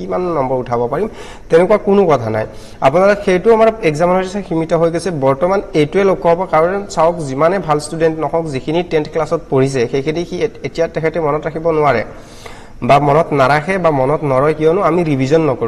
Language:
Assamese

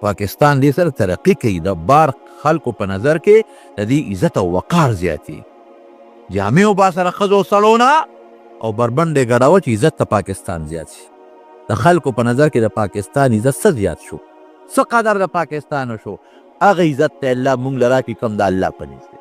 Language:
Pashto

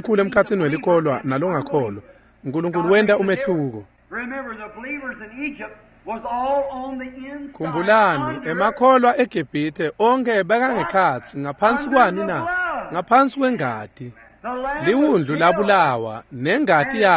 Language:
Swati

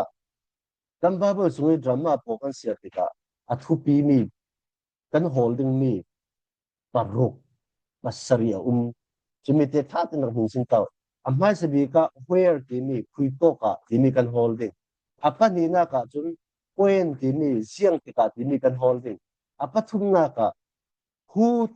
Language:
Falam Chin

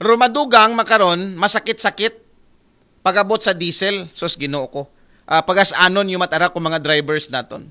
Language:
Aklanon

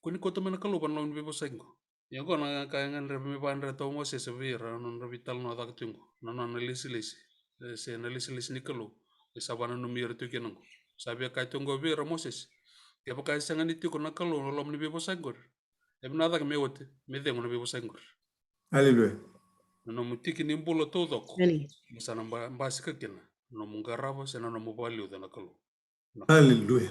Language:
Fijian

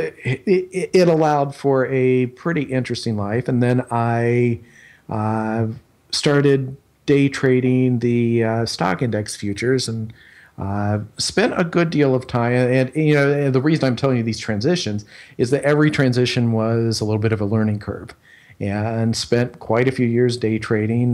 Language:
English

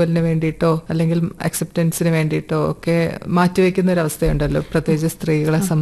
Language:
Malayalam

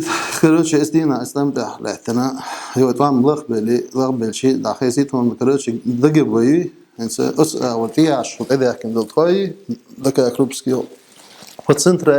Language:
Chechen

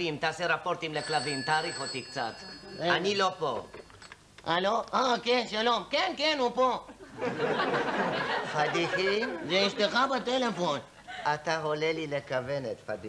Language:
Hebrew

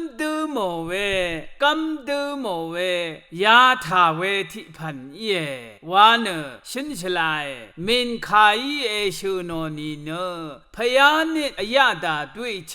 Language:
Rawang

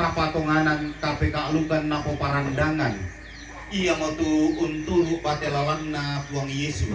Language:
Toraja-Sa'dan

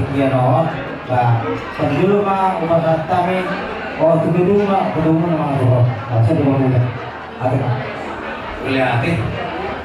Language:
Batak Toba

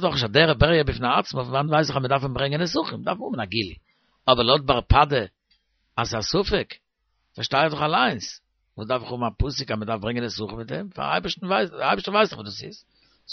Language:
Yiddish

